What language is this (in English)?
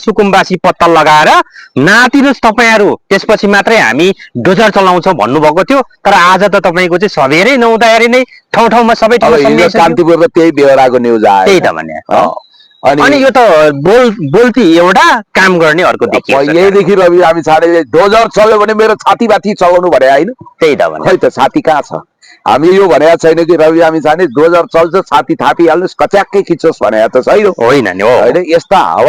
Nepali